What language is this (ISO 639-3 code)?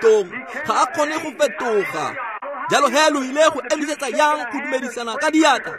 tsn